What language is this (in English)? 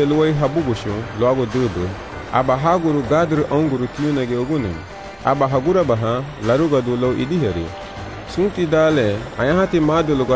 Garifuna